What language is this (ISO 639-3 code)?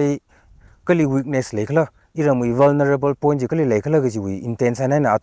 nmf